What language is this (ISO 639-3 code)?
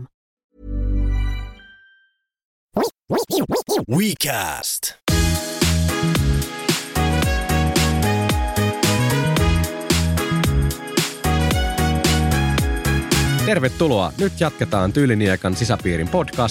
fin